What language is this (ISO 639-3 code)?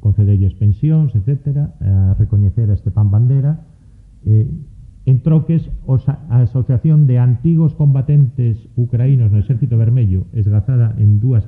glg